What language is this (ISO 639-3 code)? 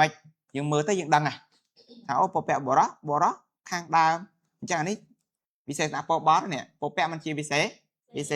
khm